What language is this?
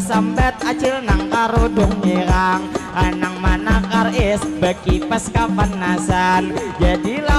Banjar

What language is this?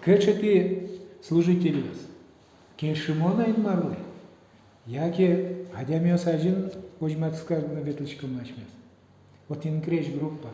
Udmurt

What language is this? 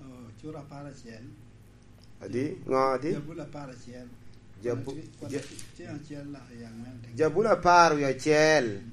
Lango (Uganda)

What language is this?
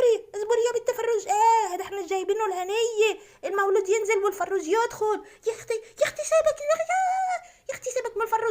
Egyptian Arabic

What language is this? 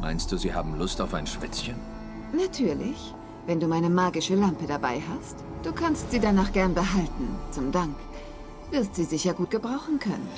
Swiss German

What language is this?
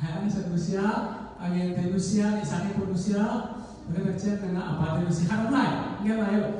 Tedim Chin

